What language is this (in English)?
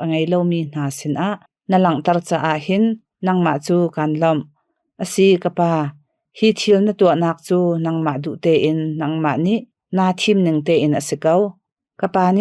Hakha Chin